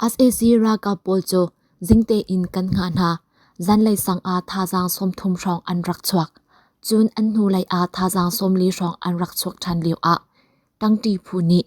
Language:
Hakha Chin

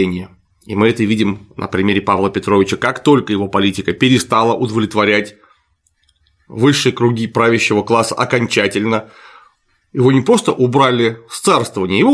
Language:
Russian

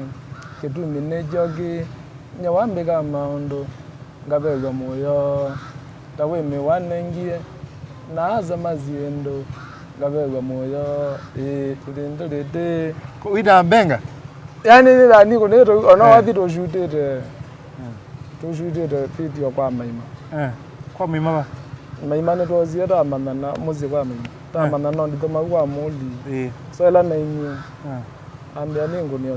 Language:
Kamba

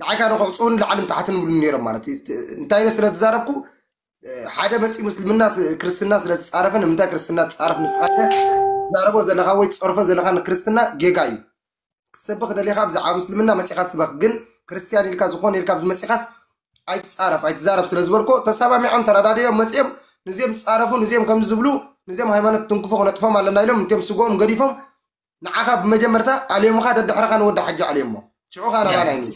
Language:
Tigrinya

